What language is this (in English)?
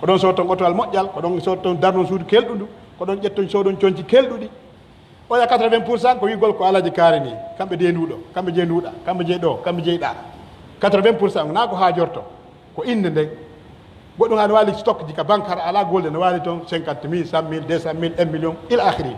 Pular